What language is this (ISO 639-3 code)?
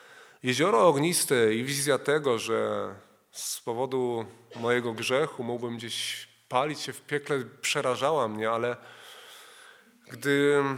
pol